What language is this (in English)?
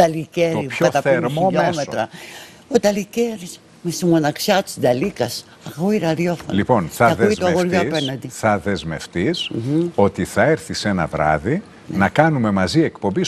Greek